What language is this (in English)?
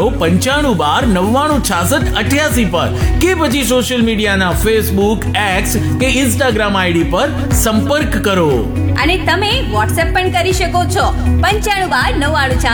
Gujarati